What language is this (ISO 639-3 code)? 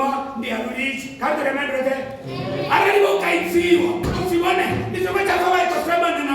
ven